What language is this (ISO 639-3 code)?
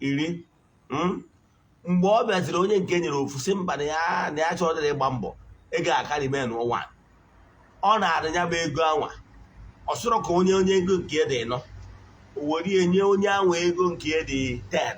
ibo